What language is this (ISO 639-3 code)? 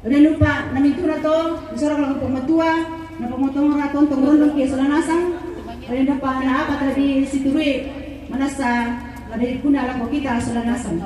sda